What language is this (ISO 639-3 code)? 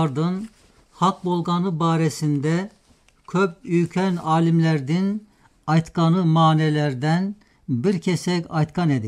tat